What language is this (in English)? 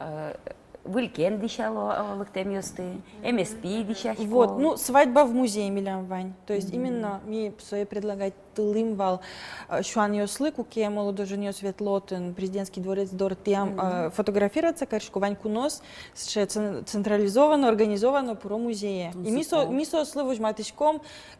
Udmurt